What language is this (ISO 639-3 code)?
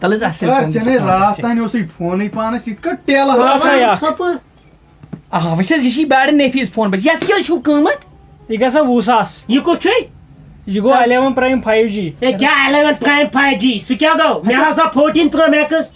kas